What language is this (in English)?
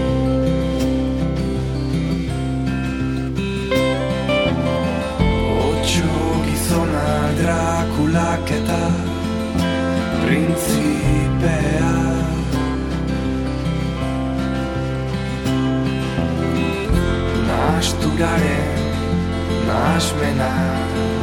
Basque